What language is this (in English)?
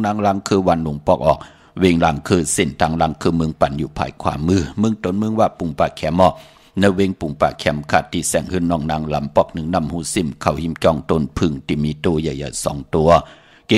Shan